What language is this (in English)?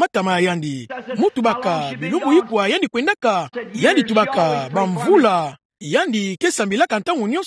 Kituba (Democratic Republic of Congo)